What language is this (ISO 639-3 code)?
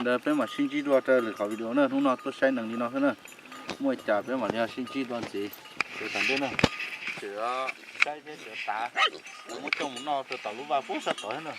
hmn